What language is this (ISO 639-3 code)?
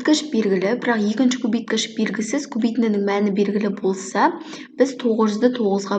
kaz